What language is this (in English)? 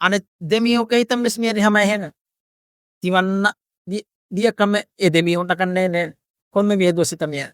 Divehi